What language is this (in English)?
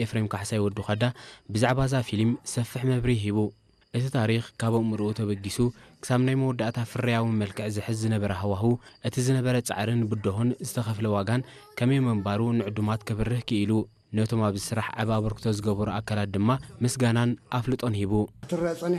Tigrinya